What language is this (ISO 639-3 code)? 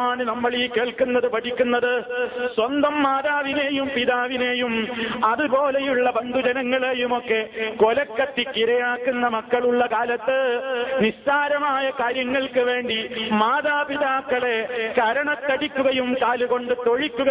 mal